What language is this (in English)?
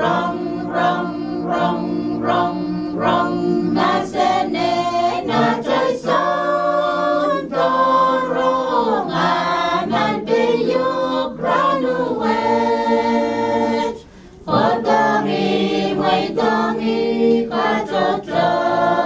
Pohnpeian